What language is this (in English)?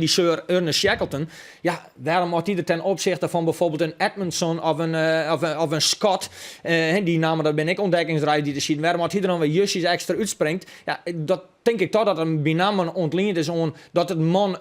Western Frisian